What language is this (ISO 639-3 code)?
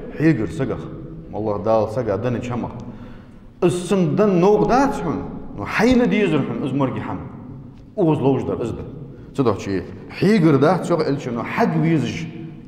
inh